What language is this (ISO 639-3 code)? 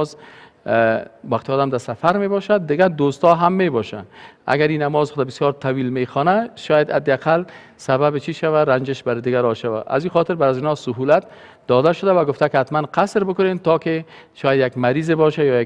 fas